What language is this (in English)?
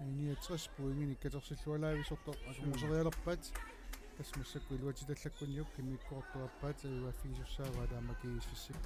Kalaallisut